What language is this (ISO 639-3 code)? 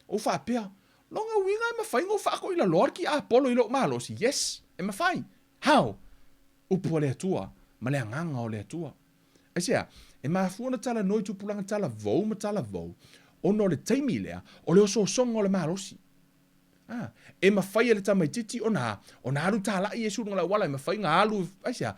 smo